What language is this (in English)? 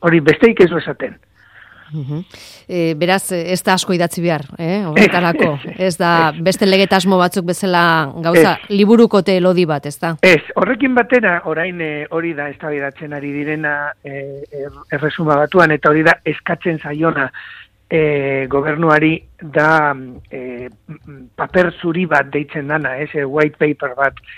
Basque